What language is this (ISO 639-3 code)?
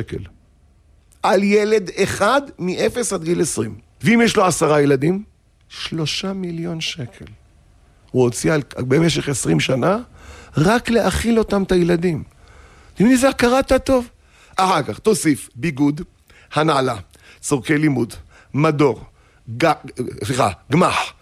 heb